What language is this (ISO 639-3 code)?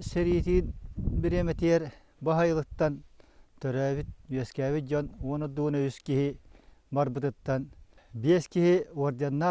sah